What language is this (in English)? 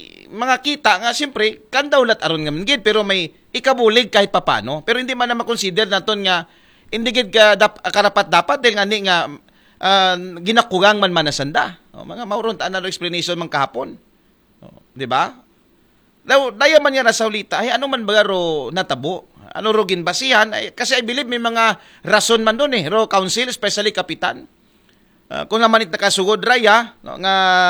Aklanon